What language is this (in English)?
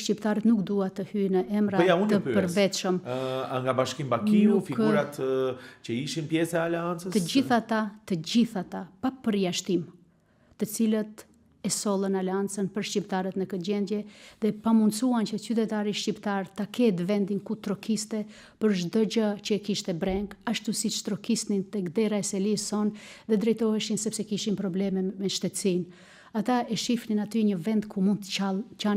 Albanian